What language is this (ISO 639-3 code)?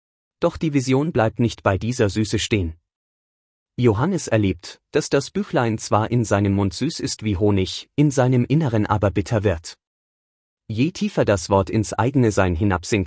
deu